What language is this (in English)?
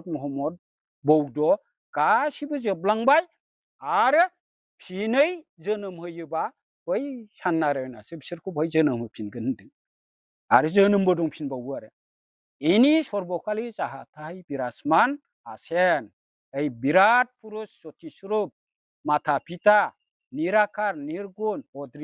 Bodo